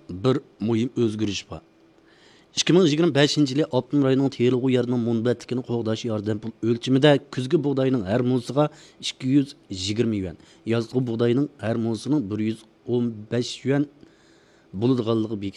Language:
Uyghur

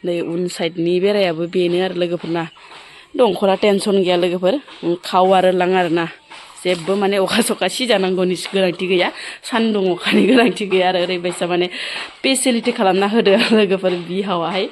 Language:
Bodo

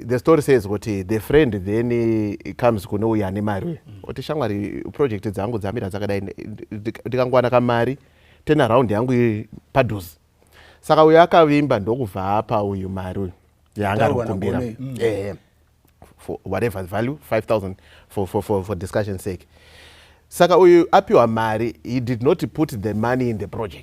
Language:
Shona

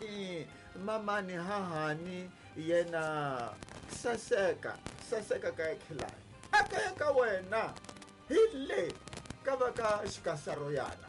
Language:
Tsonga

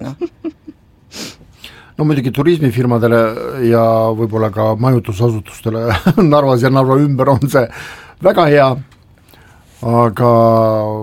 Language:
Estonian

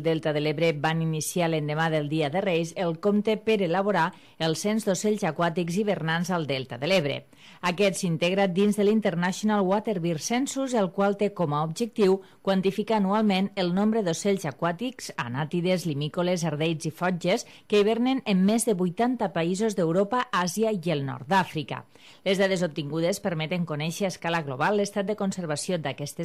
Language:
Catalan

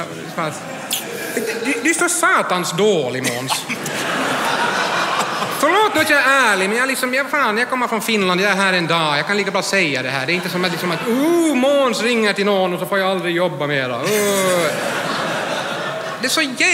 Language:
Swedish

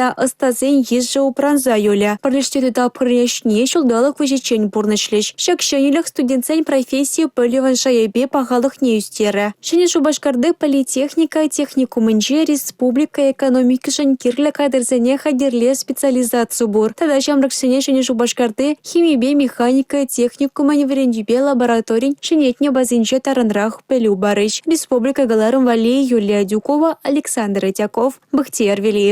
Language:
Chuvash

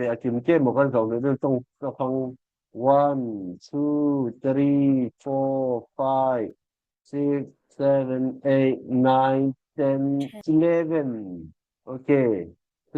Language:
Falam Chin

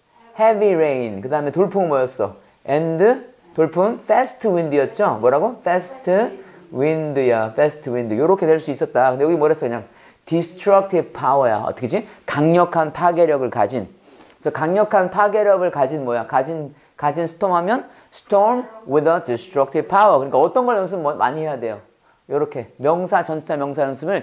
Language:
Korean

